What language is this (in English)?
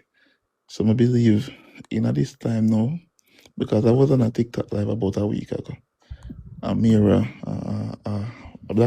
Jamaican Creole English